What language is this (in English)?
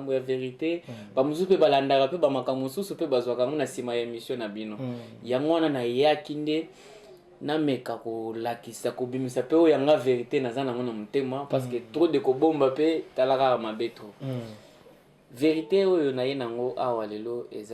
Lingala